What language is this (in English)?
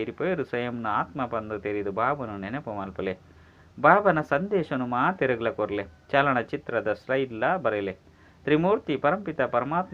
Tulu